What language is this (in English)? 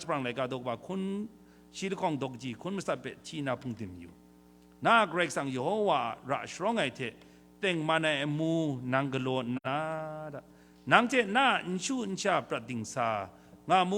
Kachin